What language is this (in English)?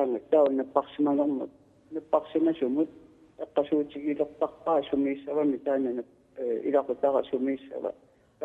Kalaallisut